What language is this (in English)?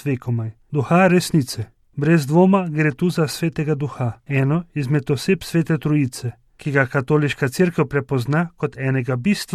Slovenian